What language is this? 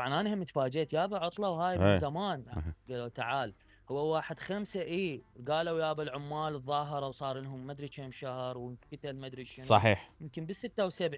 Mesopotamian Arabic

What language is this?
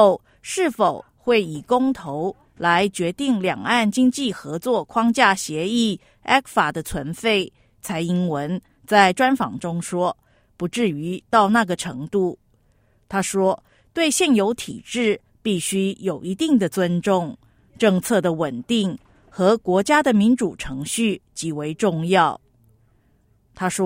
Chinese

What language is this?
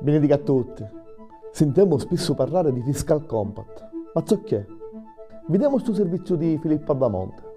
Sicilian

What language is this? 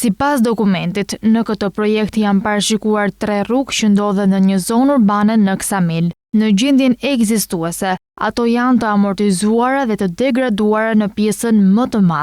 Albanian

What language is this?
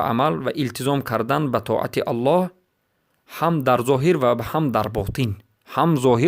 Persian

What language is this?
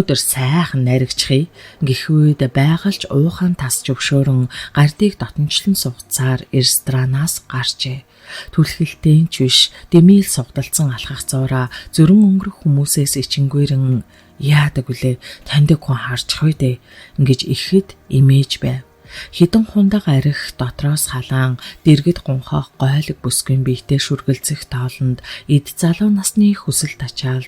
Mongolian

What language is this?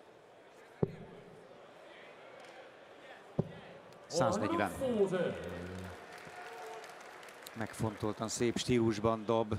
Hungarian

